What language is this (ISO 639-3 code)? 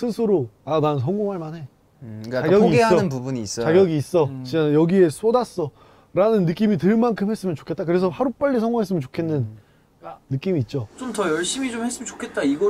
kor